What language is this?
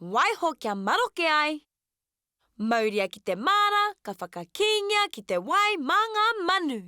Māori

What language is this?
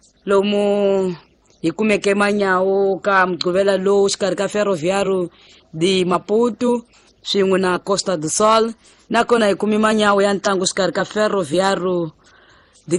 Tsonga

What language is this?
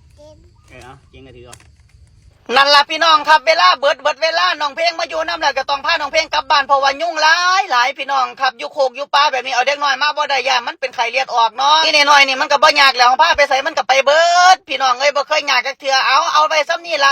Northeastern Thai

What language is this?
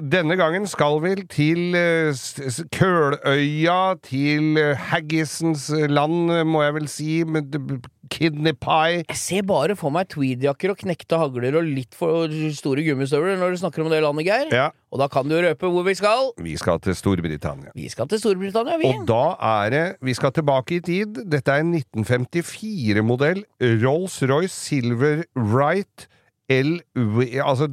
Norwegian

